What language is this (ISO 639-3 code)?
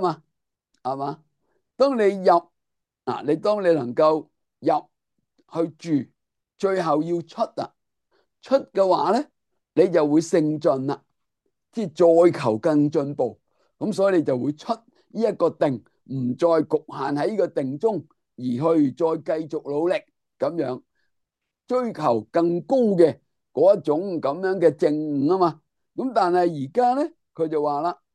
yue